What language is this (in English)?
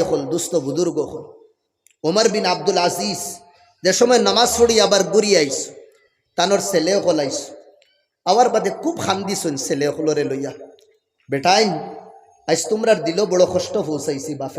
Sylheti